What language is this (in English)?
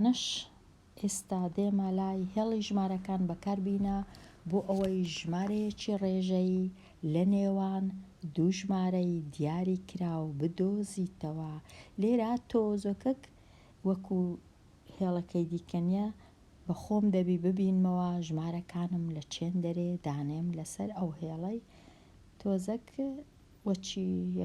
Central Kurdish